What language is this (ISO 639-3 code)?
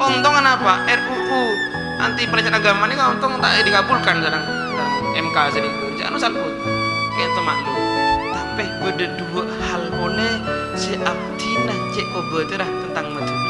mad